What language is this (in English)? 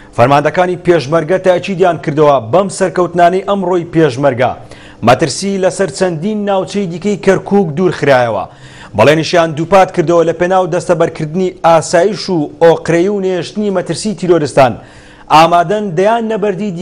Central Kurdish